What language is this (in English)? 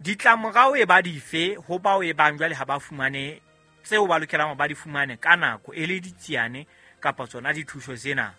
Southern Sotho